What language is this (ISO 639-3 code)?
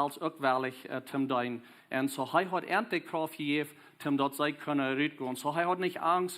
pdt